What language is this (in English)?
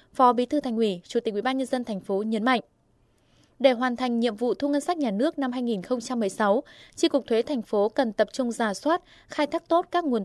Vietnamese